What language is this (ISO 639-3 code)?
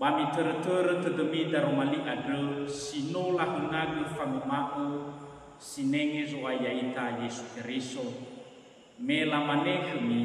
nia